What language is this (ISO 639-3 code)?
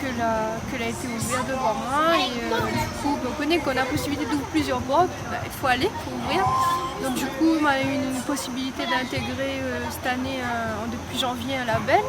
rcf